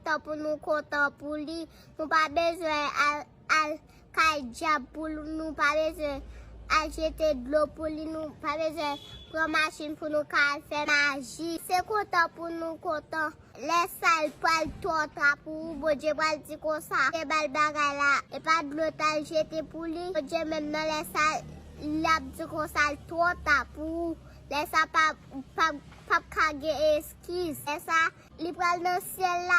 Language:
Haitian Creole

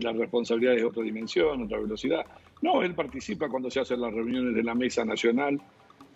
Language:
Spanish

